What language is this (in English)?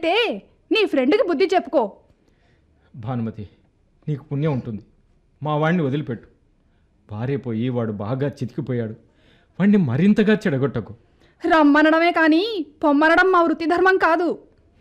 Telugu